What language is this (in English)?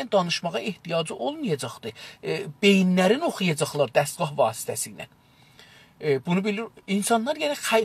South Azerbaijani